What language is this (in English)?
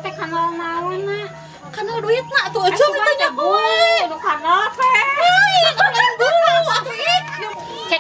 Sundanese